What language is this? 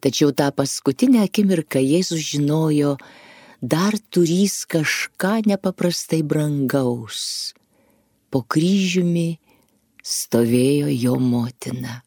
Lithuanian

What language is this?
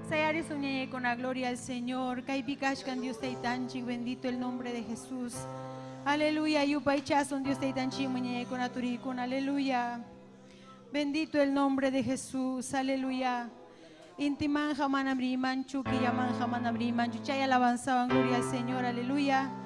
Ayacucho Quechua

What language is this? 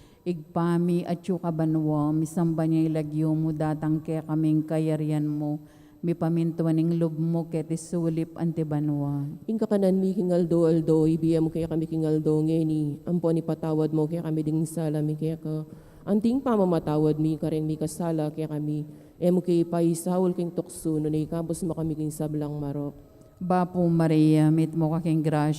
Pampanga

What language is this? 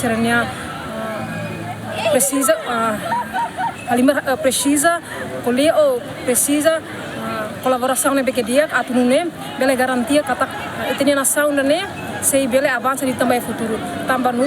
Tetum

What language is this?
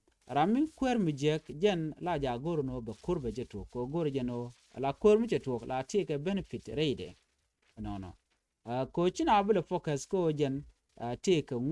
Nuer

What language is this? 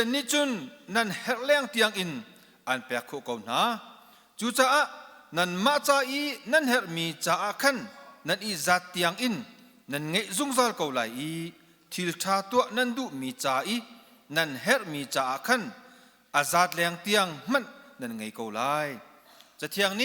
Hakha Chin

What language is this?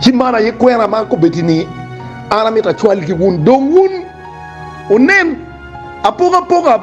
Acoli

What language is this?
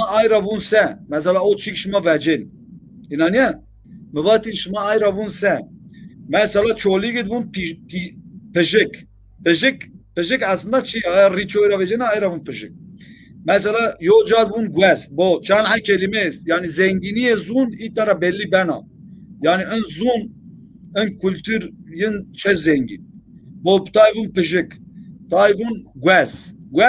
Zaza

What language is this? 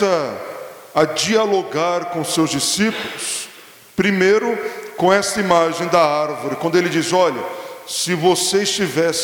Portuguese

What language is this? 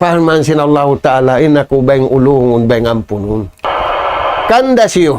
Tausug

